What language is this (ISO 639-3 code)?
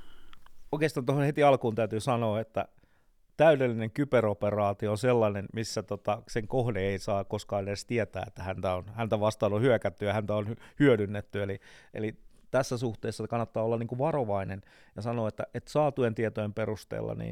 fin